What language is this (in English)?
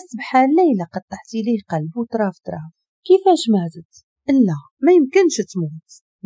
Moroccan Arabic